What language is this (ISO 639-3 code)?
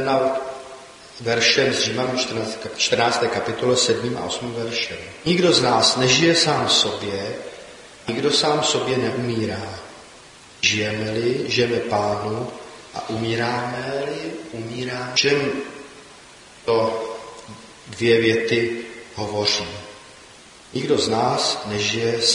ces